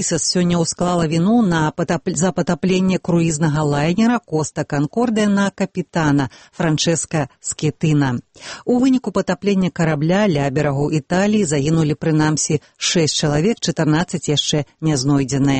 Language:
Belarusian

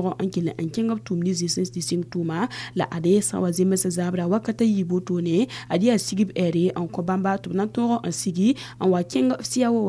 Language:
Mossi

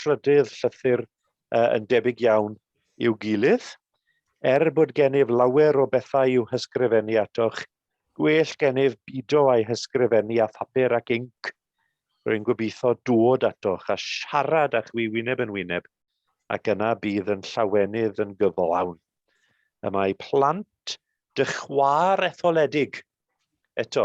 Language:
Welsh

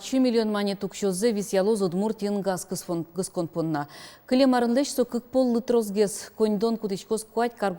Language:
Udmurt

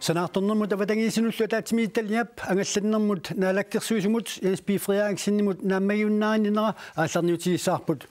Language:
Kalaallisut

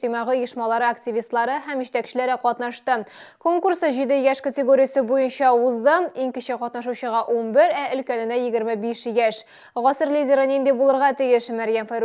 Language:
Tatar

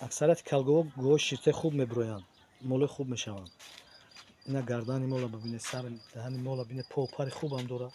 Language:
Tajik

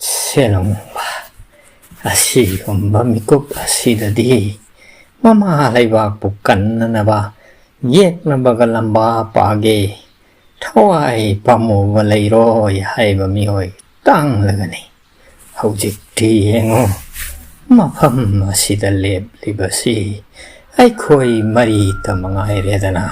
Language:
Manipuri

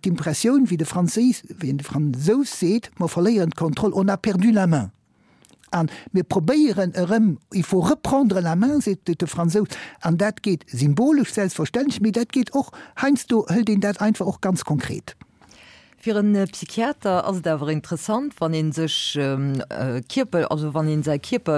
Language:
Luxembourgish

